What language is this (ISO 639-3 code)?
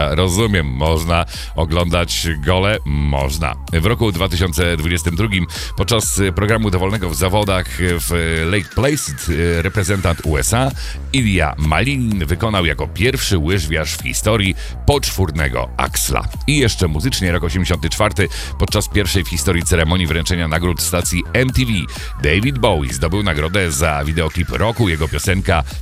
pol